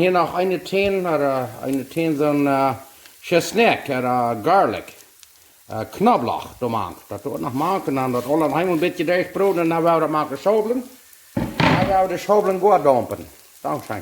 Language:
Plautdietsch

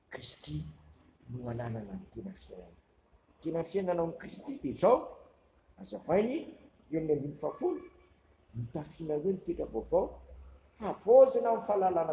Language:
Malagasy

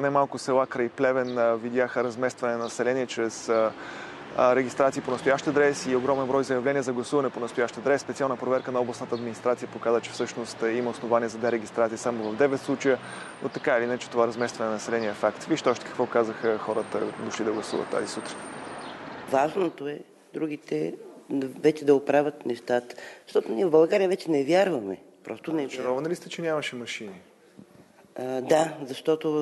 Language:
Bulgarian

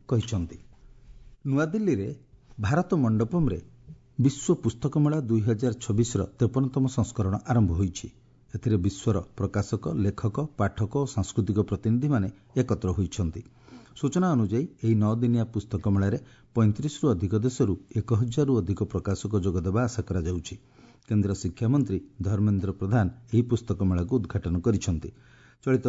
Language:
Odia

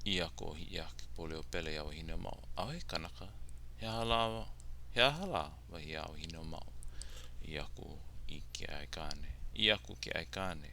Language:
Hawaiian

